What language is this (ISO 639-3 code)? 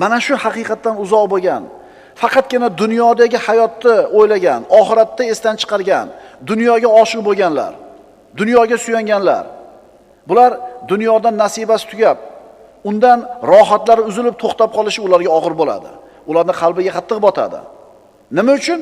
uzb